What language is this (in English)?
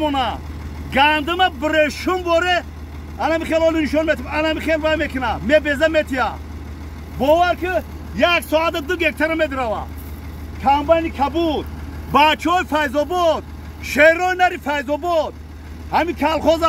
Tajik